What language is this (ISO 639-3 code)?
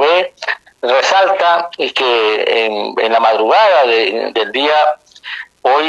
spa